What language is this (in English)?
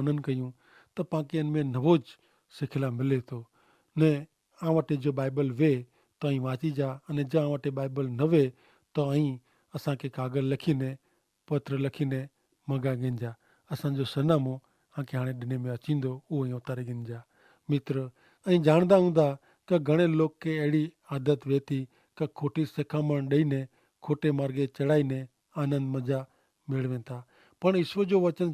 Kachhi